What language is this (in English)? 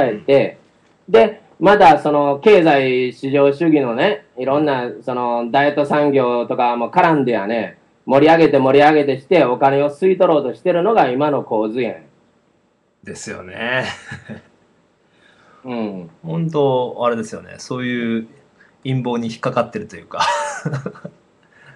Japanese